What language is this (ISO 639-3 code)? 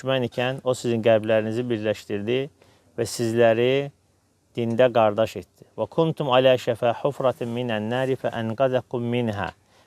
aze